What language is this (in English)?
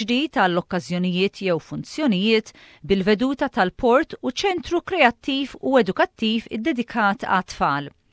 Maltese